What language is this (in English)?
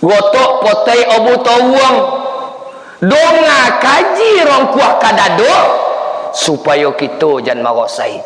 Minangkabau